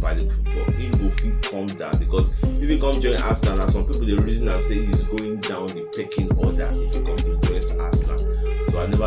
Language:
Nigerian Pidgin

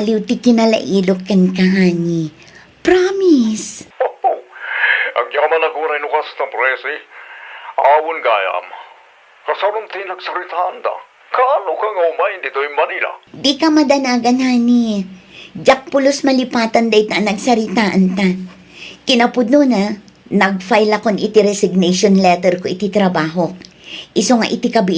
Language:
Iloko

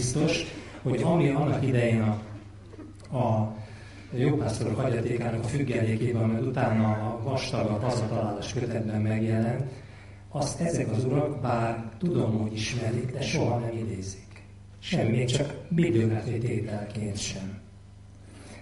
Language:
Hungarian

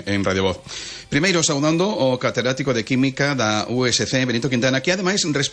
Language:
Galician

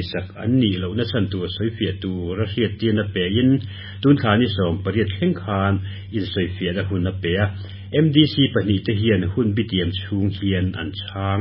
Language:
Mizo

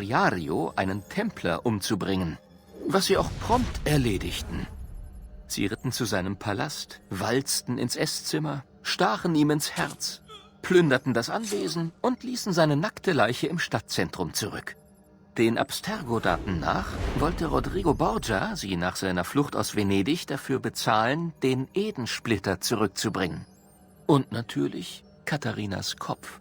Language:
Bavarian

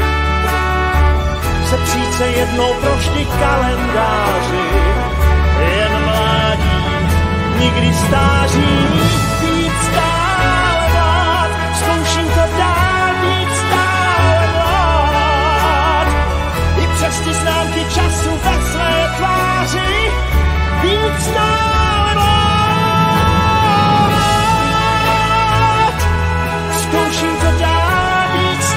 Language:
Czech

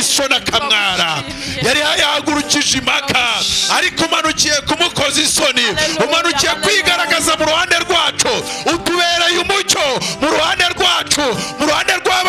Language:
Kinyarwanda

